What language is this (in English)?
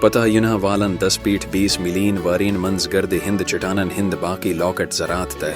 Kashmiri